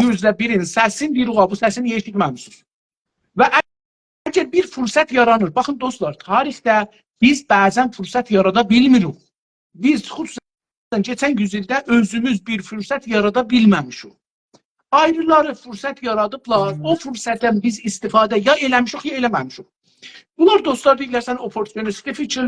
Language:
South Azerbaijani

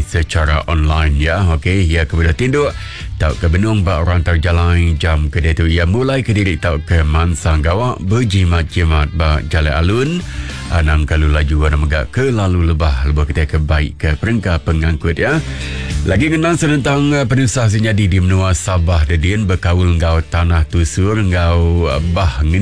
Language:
Iban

